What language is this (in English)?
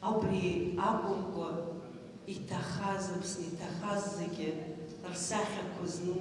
Abkhazian